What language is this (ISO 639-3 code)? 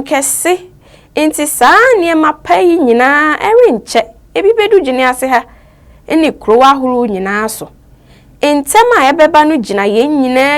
aka